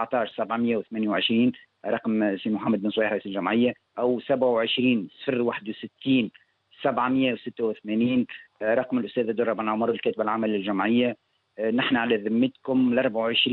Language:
Tunisian Arabic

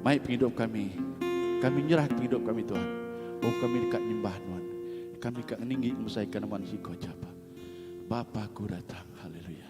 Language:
Iban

